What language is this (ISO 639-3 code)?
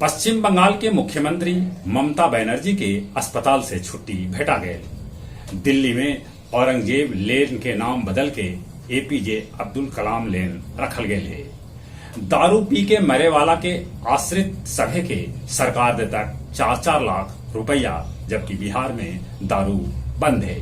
mag